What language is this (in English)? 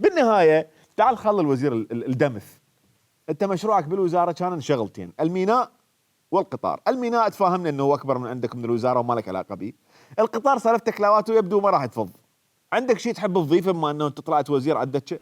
Mesopotamian Arabic